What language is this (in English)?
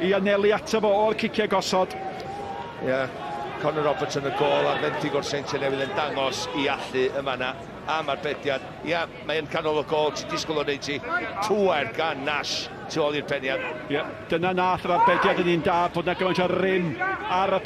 Welsh